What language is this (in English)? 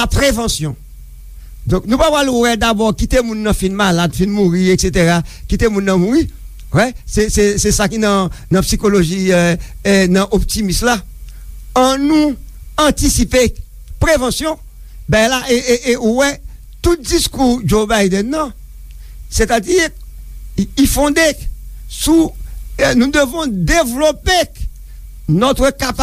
Haitian Creole